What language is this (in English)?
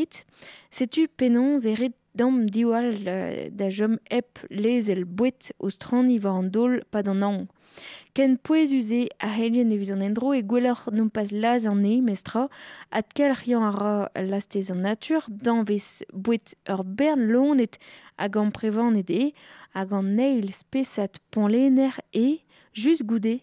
Breton